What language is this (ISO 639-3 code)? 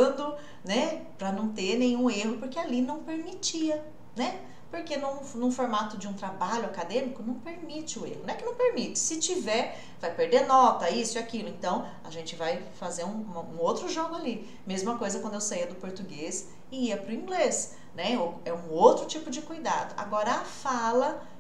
por